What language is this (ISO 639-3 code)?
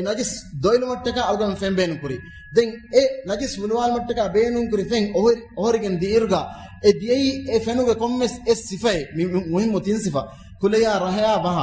div